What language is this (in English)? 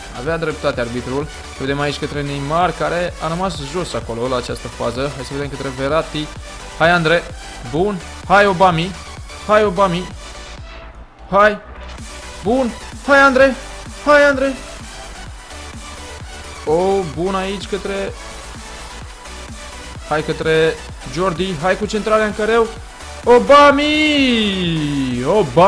Romanian